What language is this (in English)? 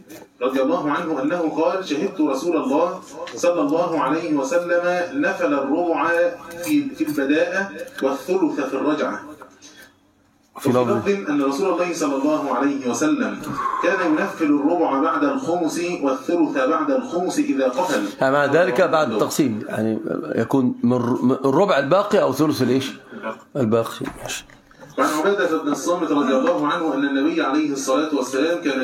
Arabic